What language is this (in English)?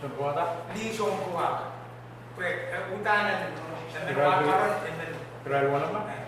Pohnpeian